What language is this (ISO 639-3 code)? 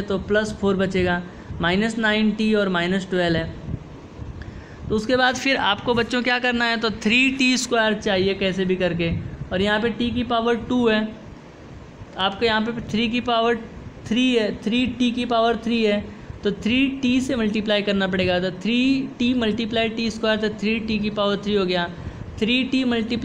hin